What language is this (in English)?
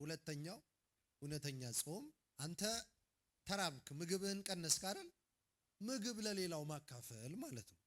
Amharic